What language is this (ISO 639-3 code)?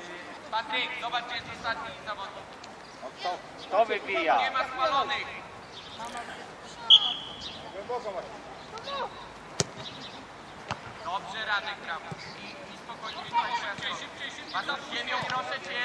pol